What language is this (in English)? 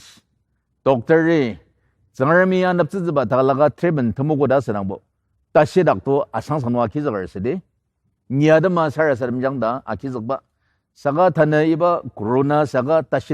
Ao Naga